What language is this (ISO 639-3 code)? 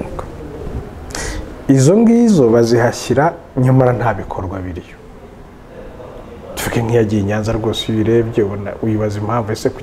kin